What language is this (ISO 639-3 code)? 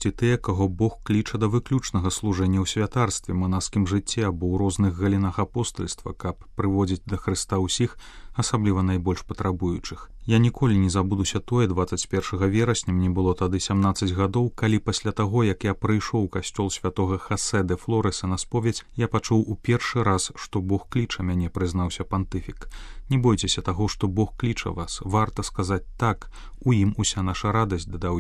bel